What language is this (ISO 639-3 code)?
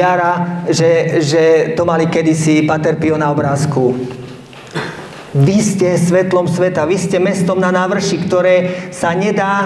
slk